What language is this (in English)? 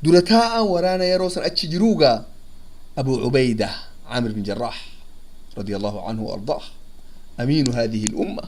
Oromo